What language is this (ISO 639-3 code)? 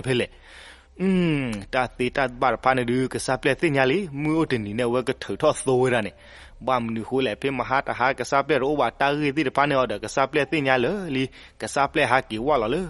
ksw